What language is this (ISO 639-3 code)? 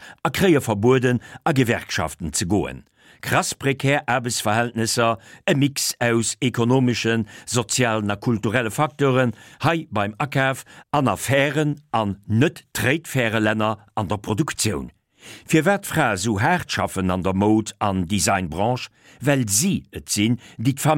ltz